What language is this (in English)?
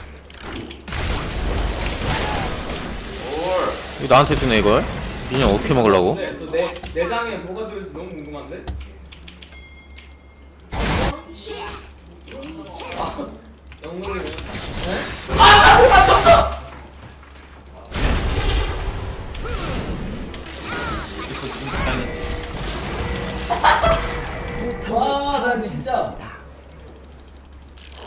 Korean